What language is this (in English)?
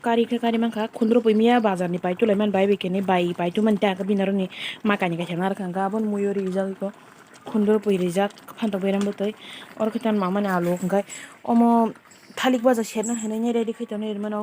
Kok Borok